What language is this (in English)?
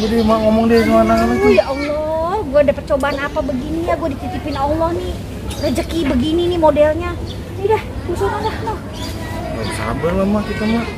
Betawi